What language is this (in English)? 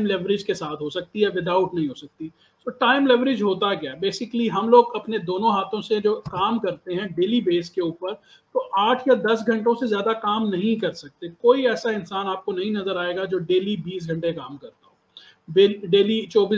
Hindi